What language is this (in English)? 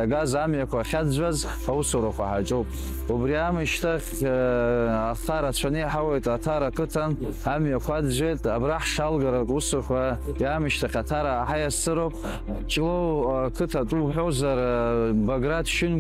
Abkhazian